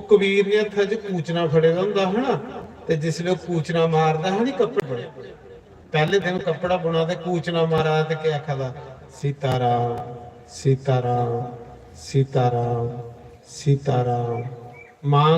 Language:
Dogri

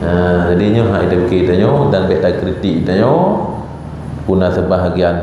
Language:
Achinese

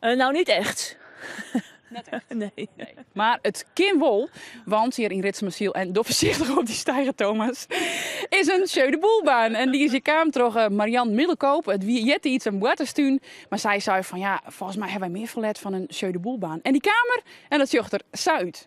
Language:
Western Frisian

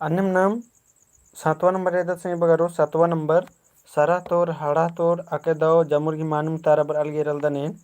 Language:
Kurukh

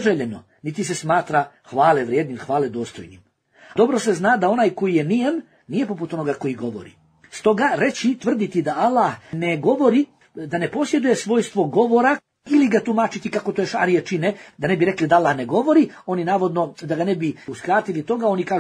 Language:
Bosnian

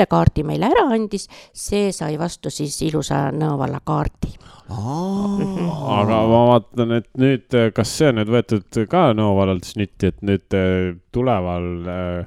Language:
Estonian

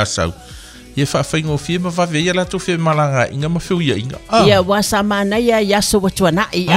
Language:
Samoan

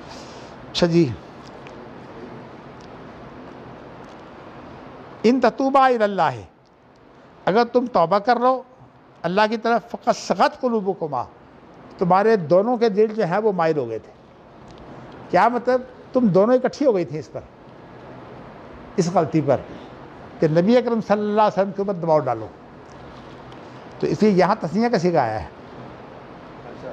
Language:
Urdu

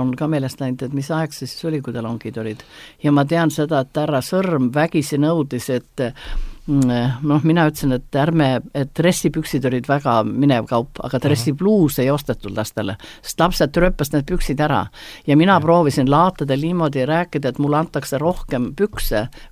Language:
Estonian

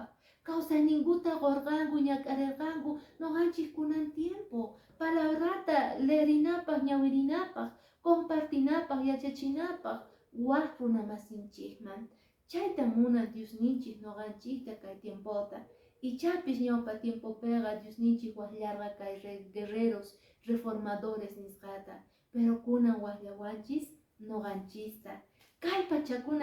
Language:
Quechua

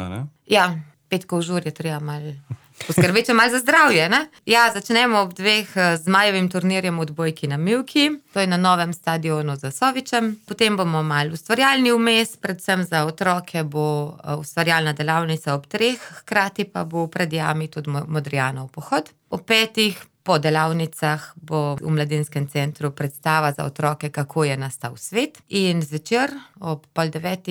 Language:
Slovenian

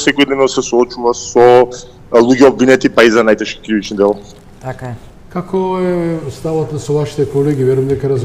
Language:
Macedonian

